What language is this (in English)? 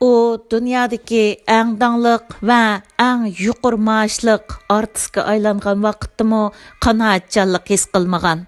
Uyghur